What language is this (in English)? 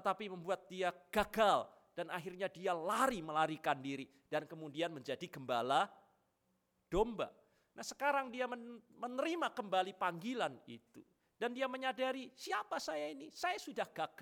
Indonesian